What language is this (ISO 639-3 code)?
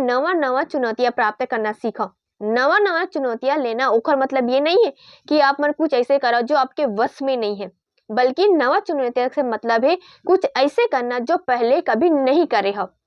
hne